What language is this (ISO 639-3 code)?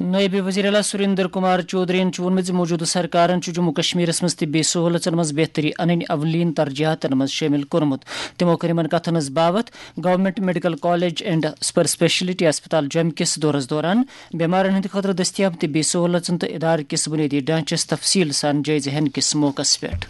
kas